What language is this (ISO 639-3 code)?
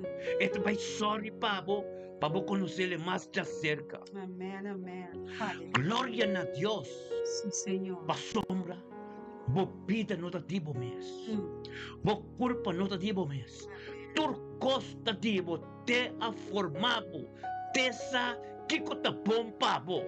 pap